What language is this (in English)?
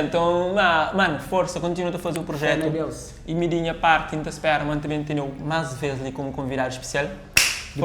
Kabuverdianu